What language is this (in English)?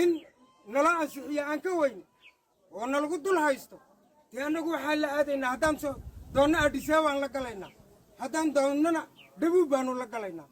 Somali